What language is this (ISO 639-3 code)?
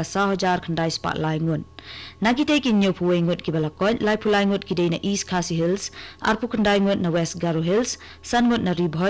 kha